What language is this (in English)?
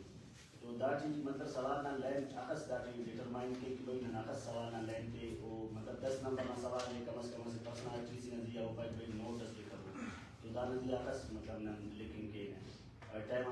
Brahui